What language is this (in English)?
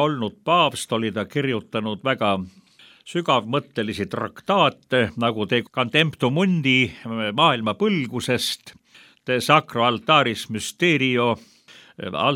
Estonian